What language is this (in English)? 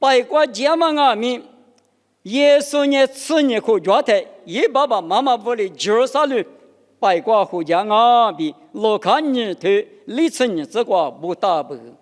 Lisu